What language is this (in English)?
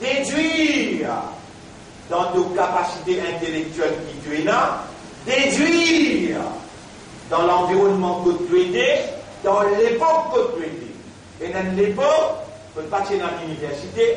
Morisyen